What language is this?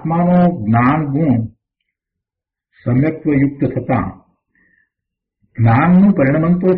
Gujarati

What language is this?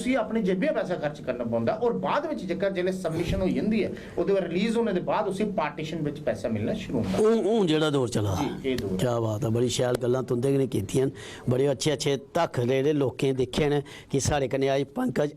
Dogri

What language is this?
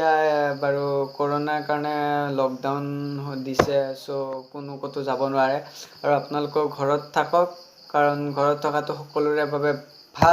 Assamese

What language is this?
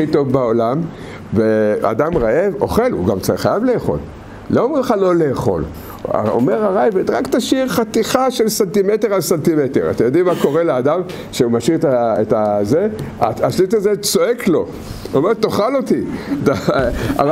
Hebrew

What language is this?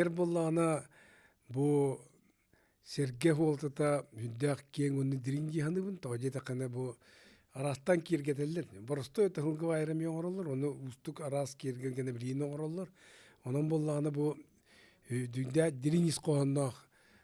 Yakut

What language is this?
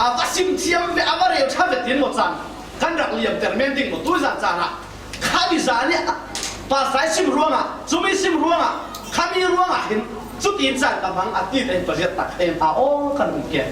Falam Chin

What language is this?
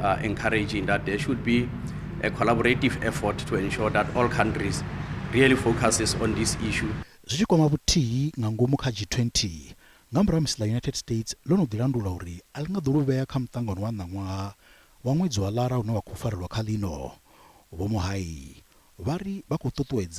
Venda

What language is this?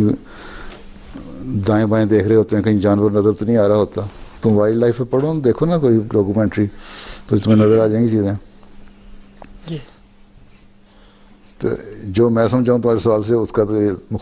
Urdu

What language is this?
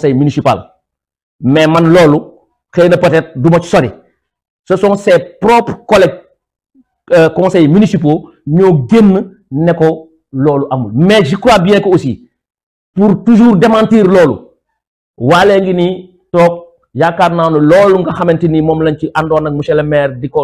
Wolof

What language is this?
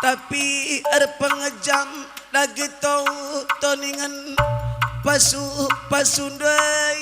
Batak Karo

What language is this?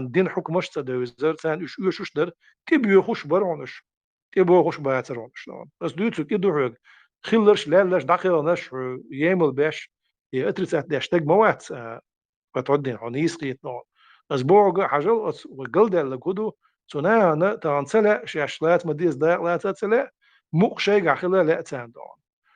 Chechen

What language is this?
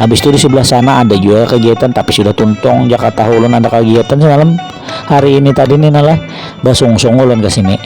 Banjar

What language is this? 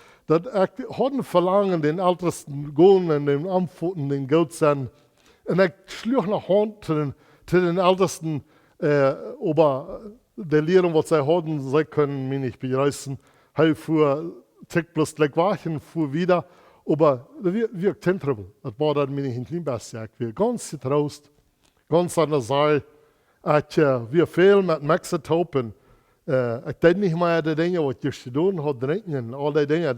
Plautdietsch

